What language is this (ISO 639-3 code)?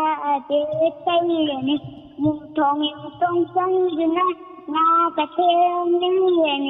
mni